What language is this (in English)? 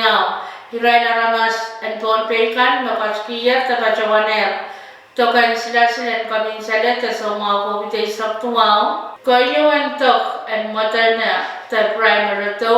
Pohnpeian